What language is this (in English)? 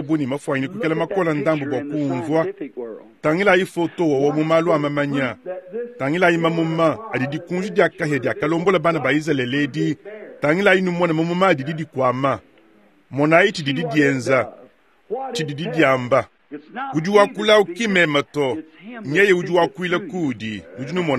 Luba-Lulua